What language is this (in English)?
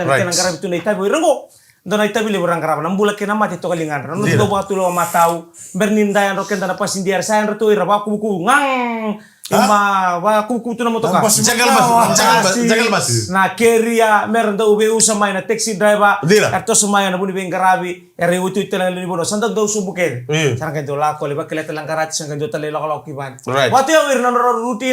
Fijian